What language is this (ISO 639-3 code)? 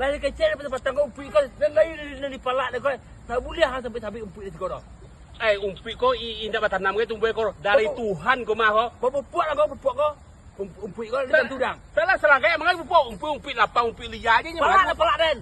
min